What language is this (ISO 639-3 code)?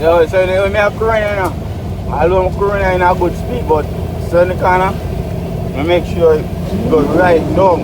jam